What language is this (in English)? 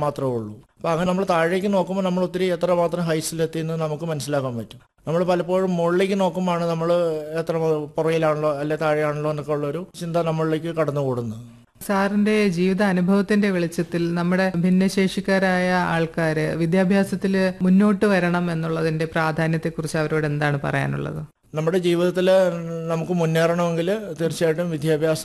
Malayalam